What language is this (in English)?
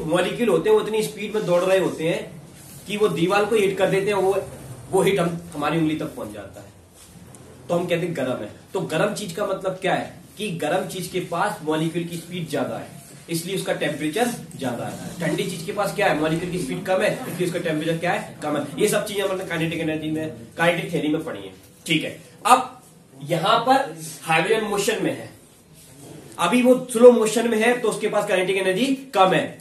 Hindi